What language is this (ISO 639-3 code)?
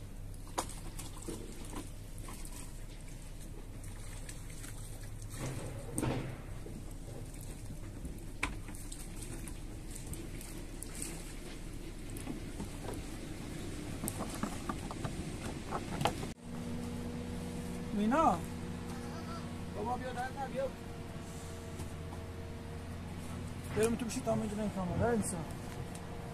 fas